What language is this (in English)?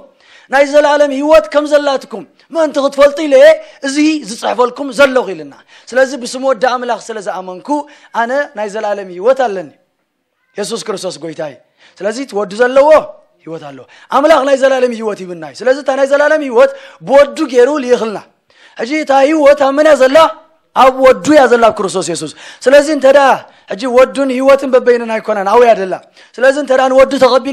Tigrinya